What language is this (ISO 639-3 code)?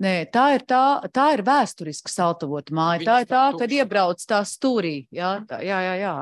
lav